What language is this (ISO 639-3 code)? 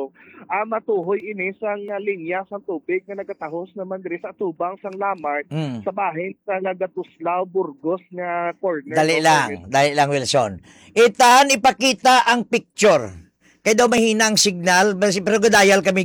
hil